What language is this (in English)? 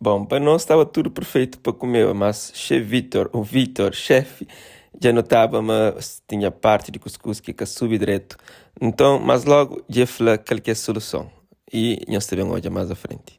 Kabuverdianu